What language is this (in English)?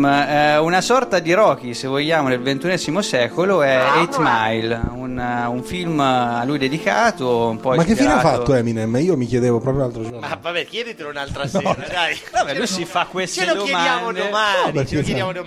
Italian